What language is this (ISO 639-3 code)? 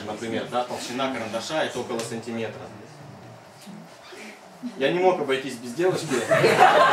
rus